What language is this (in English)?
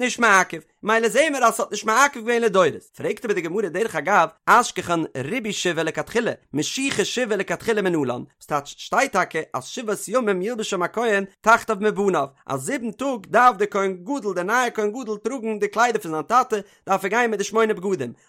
Yiddish